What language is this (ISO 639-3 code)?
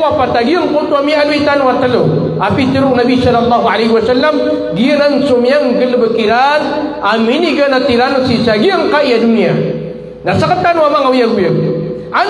mrw